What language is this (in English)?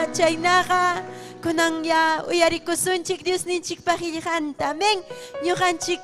Ayacucho Quechua